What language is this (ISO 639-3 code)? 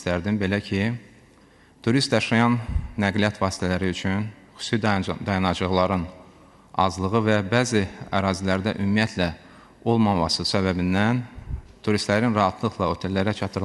aze